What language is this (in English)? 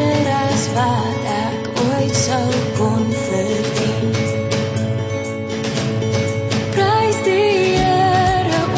Afrikaans